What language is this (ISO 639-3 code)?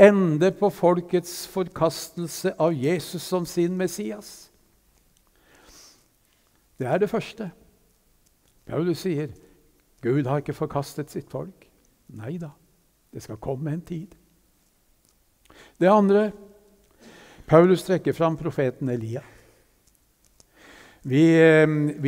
nor